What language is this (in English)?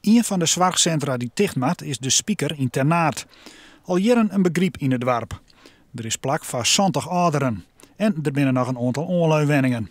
Western Frisian